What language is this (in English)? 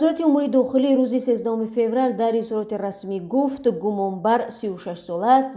Tajik